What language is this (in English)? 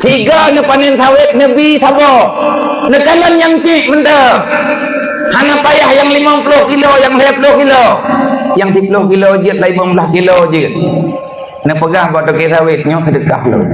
Achinese